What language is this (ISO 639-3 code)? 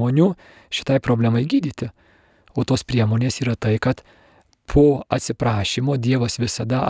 lit